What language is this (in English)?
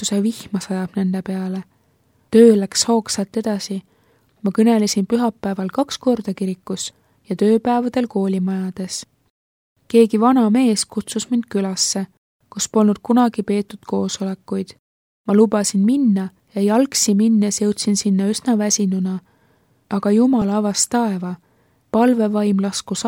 Estonian